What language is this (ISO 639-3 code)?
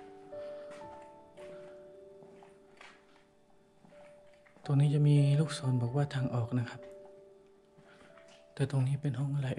tha